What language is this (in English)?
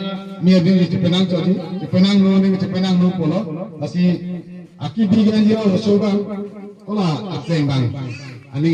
Karbi